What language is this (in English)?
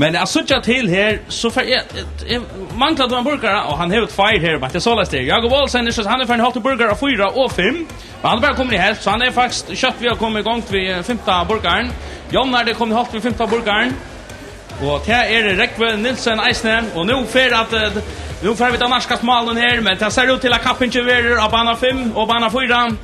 Faroese